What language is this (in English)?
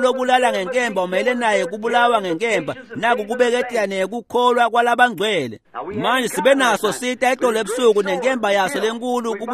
Swati